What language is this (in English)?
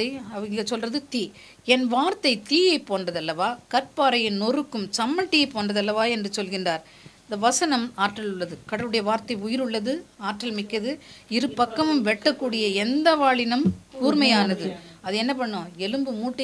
Tamil